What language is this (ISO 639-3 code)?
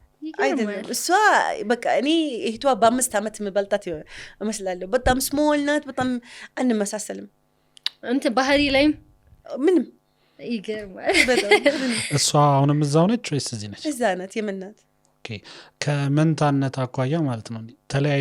amh